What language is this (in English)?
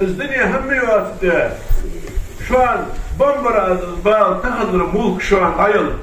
Ingush